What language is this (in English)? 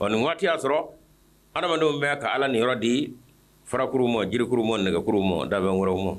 Bambara